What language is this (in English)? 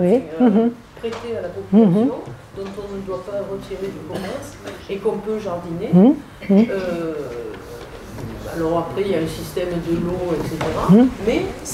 French